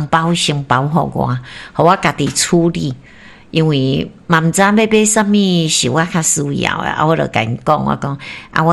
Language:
Min Nan Chinese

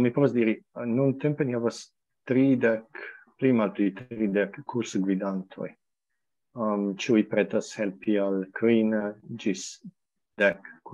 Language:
Esperanto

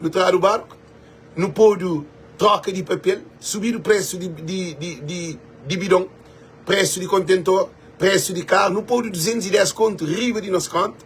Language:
Kabuverdianu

